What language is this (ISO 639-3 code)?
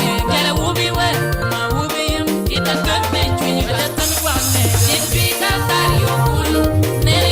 ach